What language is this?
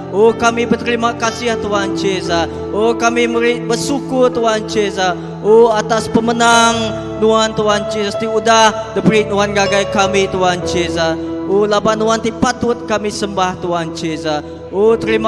Iban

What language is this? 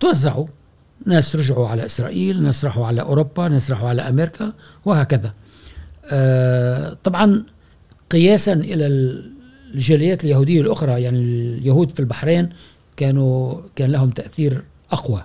Gulf Arabic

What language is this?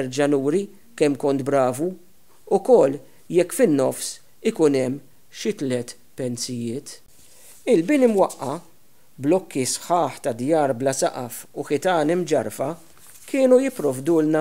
Maltese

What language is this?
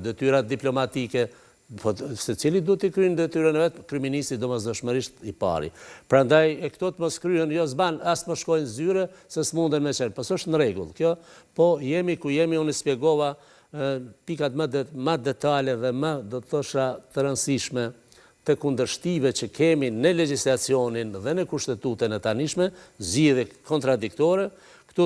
Albanian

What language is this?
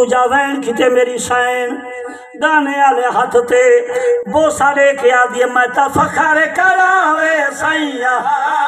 Saraiki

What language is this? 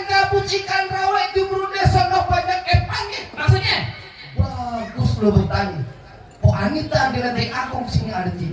Betawi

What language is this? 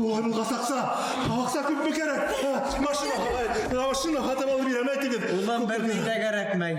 Bashkir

